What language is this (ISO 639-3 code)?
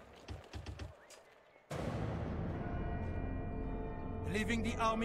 hun